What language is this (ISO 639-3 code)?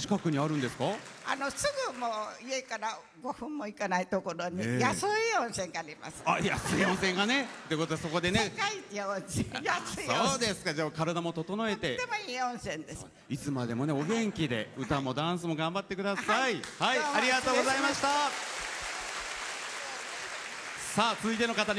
jpn